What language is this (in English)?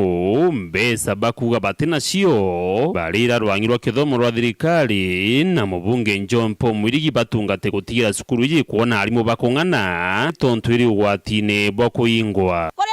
Meru